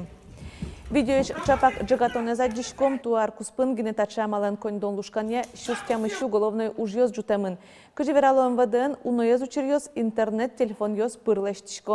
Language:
Udmurt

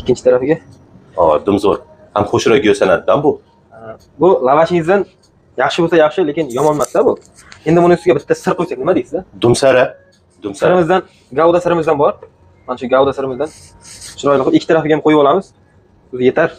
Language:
Uzbek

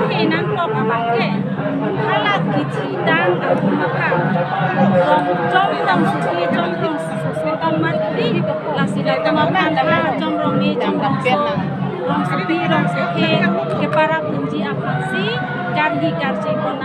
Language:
Karbi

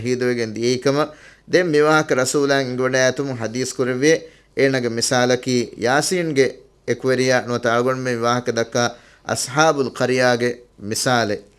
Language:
Divehi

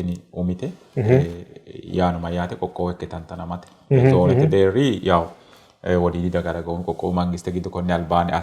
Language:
Sidamo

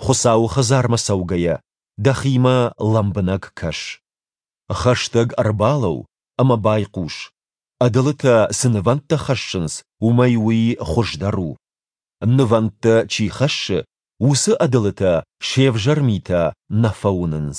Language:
Ossetic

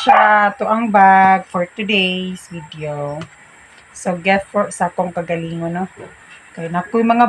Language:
Cebuano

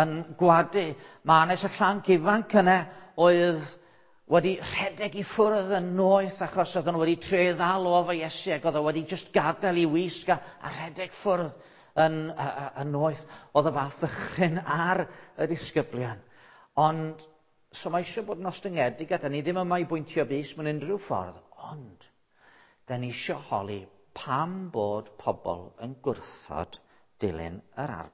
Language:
Welsh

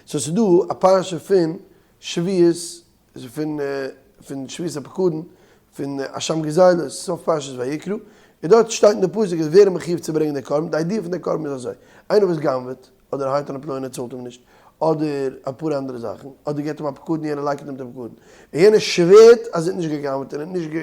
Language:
Yiddish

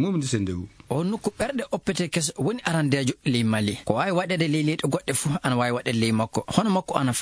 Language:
Fula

